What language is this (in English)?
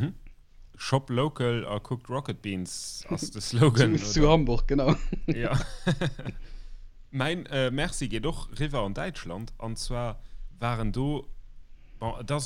Luxembourgish